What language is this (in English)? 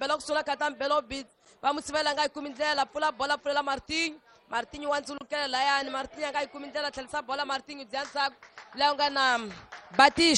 Tsonga